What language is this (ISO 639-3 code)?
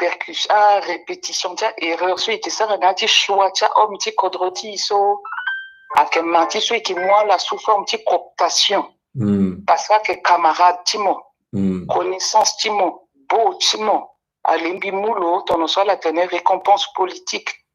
sag